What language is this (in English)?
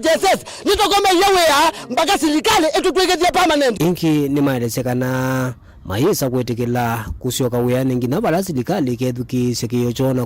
Kamba